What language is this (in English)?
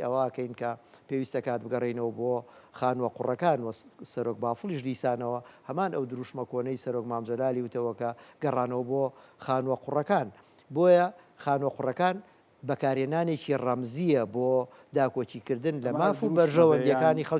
Central Kurdish